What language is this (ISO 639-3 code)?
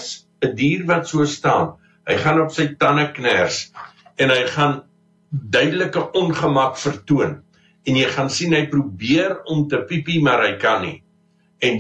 afr